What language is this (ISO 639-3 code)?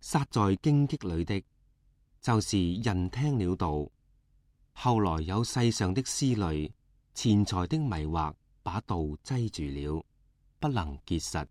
yue